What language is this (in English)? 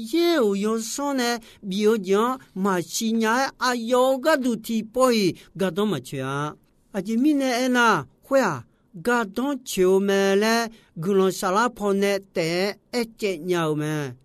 Akha